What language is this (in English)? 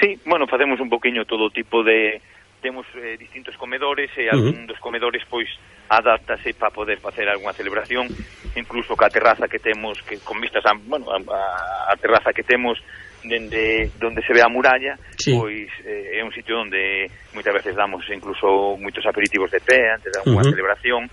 Galician